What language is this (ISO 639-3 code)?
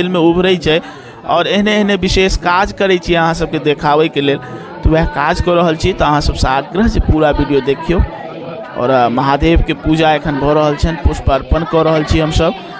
mai